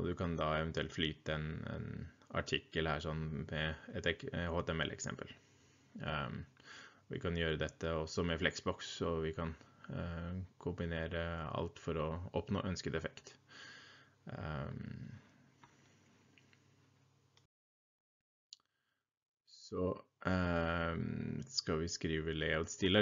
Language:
Norwegian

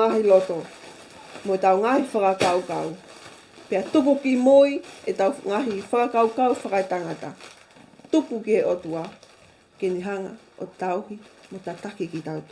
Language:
Tongan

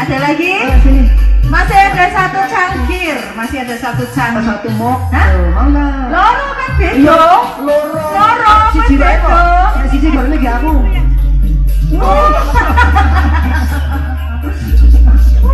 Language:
Indonesian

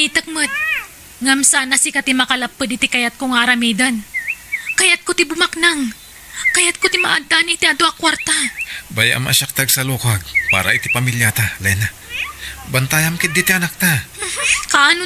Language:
Iloko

